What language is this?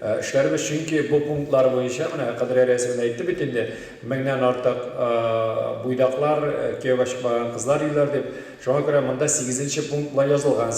Tatar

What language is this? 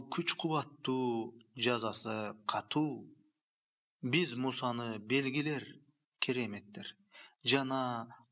Kyrgyz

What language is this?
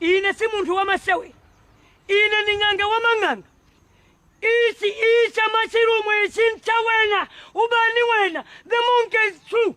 Nyanja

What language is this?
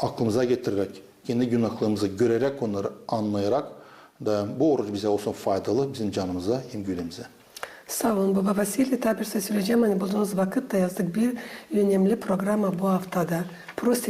Gagauz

